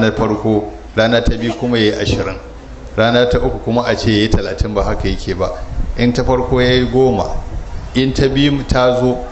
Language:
Hausa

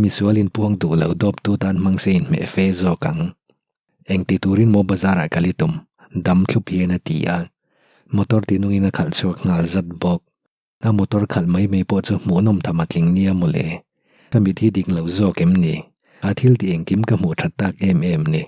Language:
Mizo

